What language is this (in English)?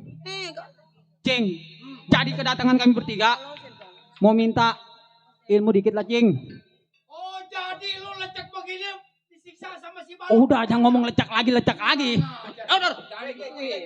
Betawi